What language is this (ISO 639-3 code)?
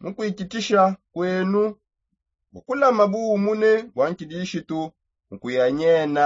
sop